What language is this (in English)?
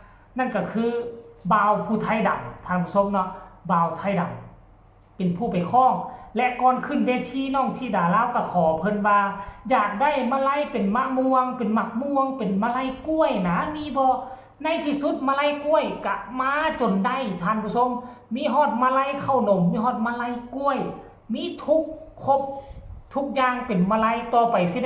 Northeastern Thai